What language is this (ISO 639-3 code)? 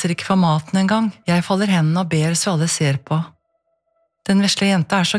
nor